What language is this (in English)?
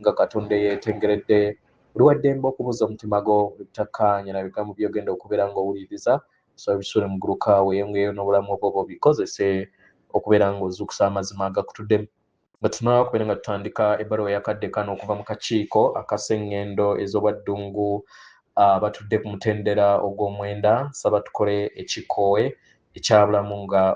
Ganda